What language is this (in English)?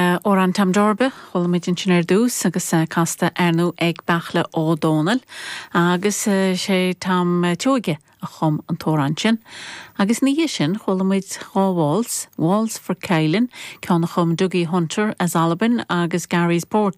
Irish